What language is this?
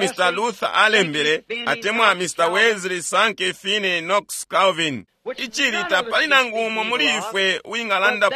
Bemba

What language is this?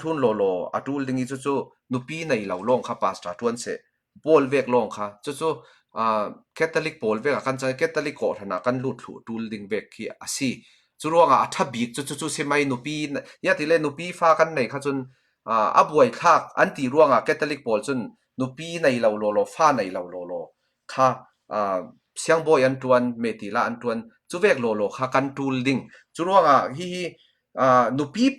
Falam Chin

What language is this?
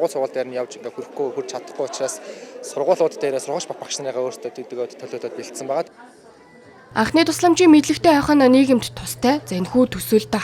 Mongolian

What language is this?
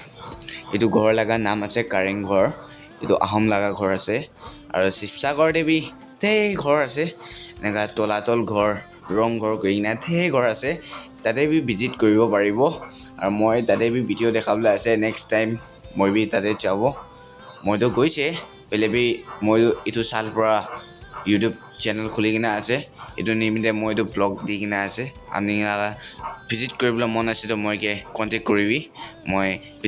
Naga Pidgin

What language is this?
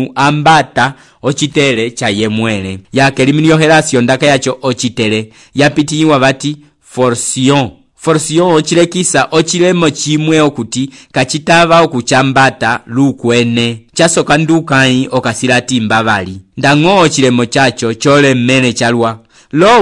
Umbundu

